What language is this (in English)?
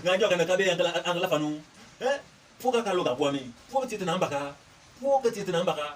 Bimoba